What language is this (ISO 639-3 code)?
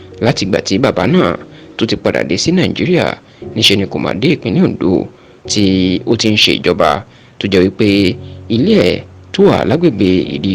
yor